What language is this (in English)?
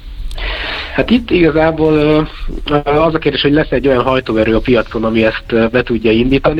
Hungarian